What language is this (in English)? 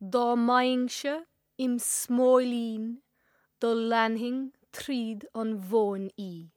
Irish